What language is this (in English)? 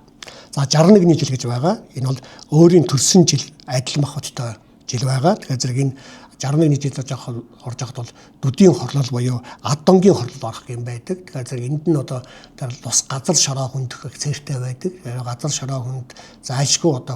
Mongolian